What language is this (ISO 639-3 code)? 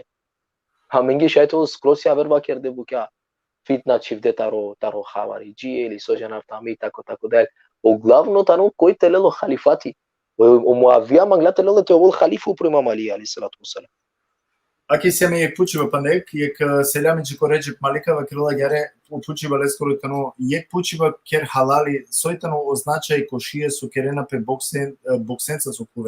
rmn